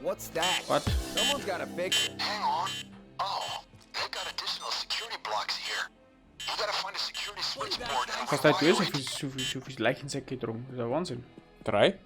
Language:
Bavarian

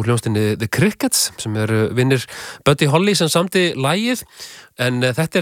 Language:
Icelandic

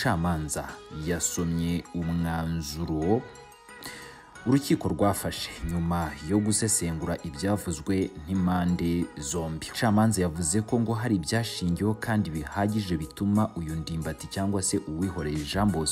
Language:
Kinyarwanda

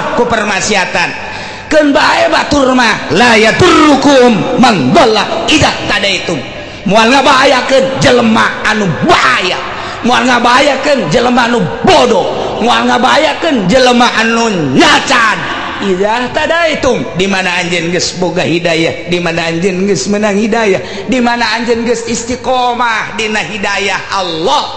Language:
Sundanese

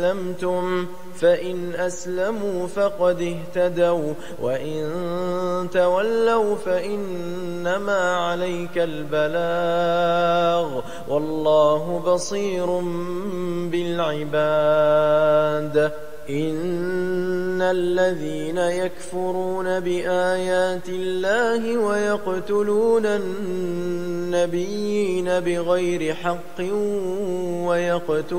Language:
Arabic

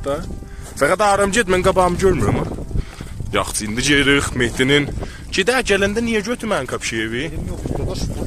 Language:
South Azerbaijani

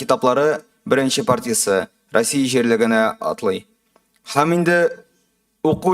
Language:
Tatar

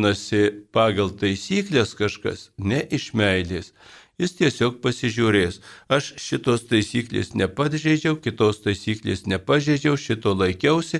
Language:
Lithuanian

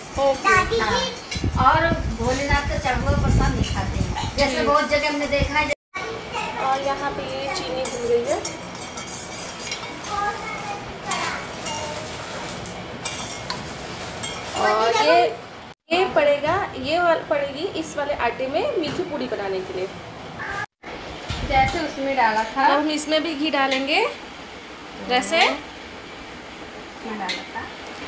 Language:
Hindi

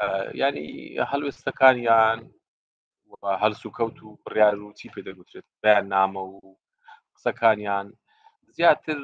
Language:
Central Kurdish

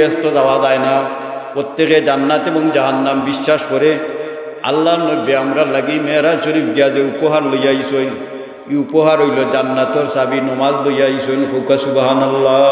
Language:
Sylheti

